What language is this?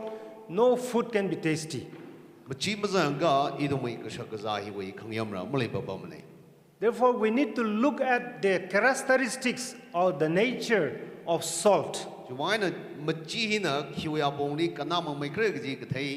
Tangkhul Naga (India)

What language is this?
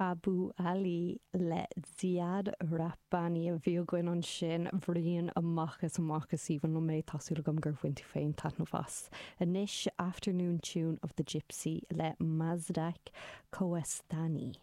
Irish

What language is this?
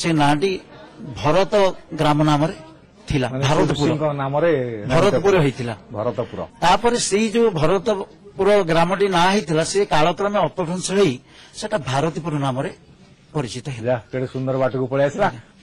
Odia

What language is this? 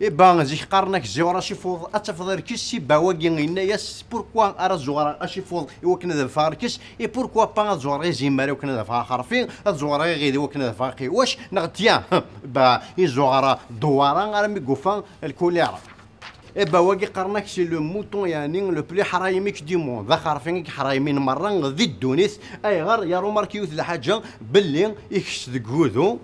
Kabyle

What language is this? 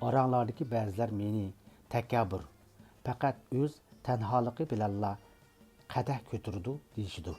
Uyghur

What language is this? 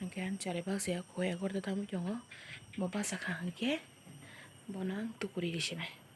Kok Borok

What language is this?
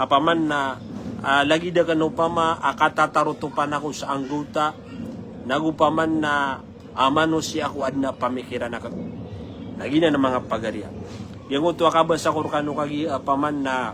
Maranao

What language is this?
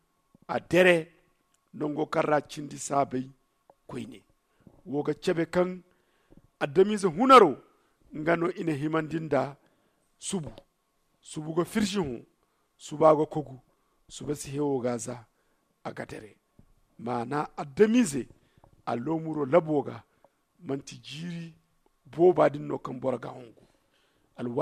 Zarma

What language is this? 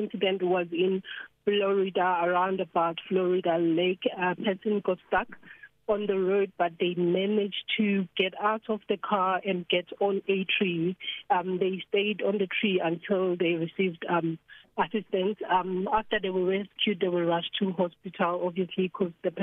English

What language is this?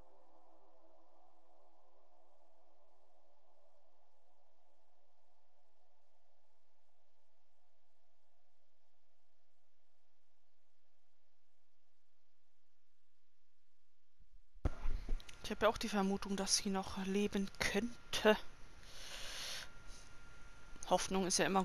German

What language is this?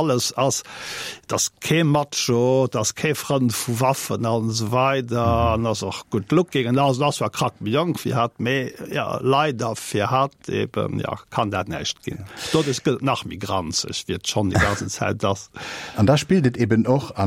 Luxembourgish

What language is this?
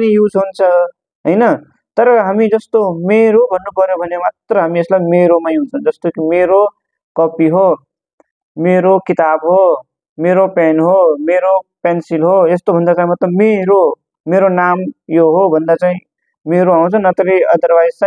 Nepali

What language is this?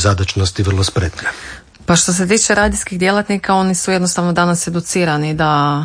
Croatian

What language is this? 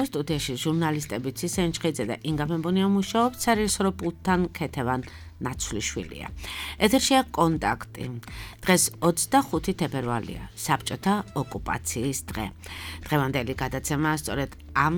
Georgian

